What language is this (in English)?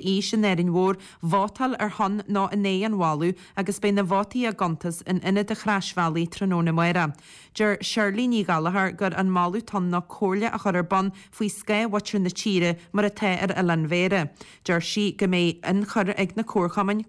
Irish